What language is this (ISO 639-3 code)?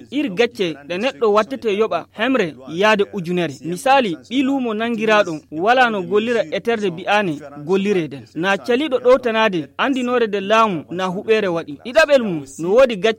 ful